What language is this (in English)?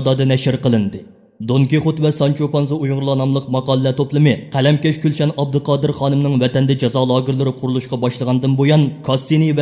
Uyghur